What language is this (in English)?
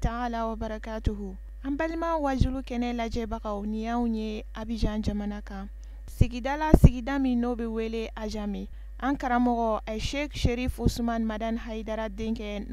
Bambara